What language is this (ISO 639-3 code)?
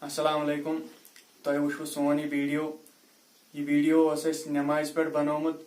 kas